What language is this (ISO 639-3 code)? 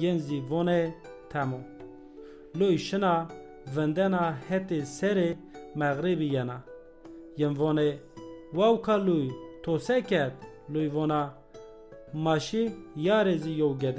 zza